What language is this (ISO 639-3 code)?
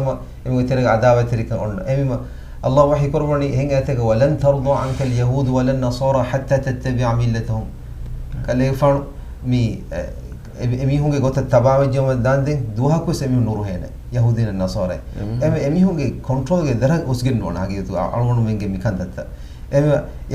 div